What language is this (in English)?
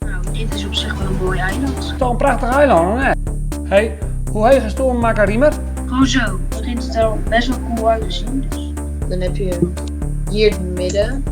Western Frisian